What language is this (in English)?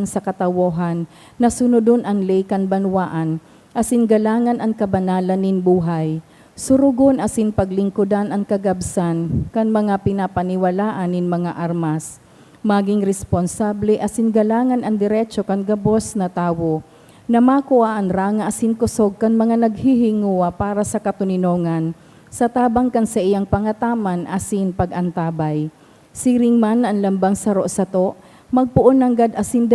Bikol